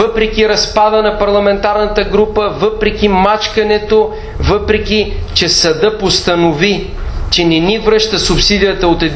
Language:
Bulgarian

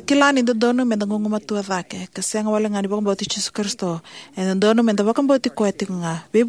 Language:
Fijian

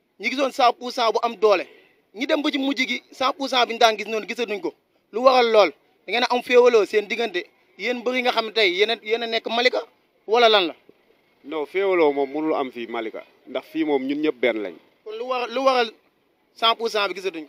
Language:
Wolof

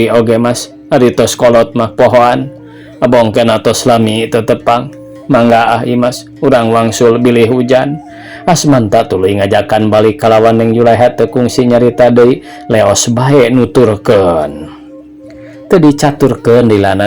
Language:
Sundanese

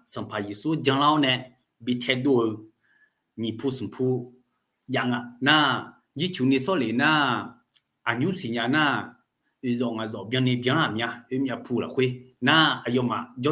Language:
Akha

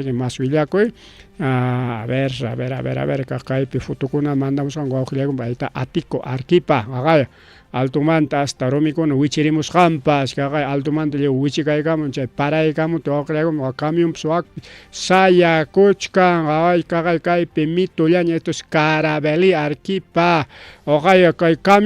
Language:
Ayacucho Quechua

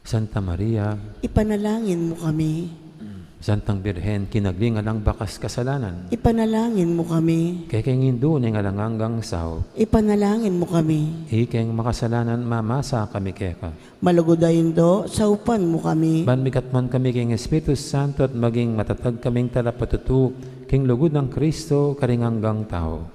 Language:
Pampanga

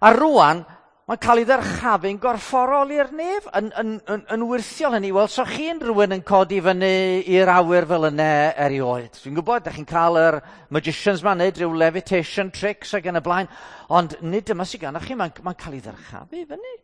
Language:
Welsh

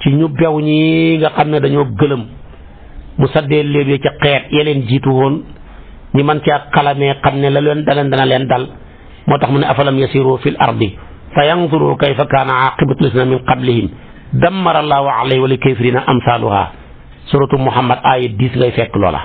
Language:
Wolof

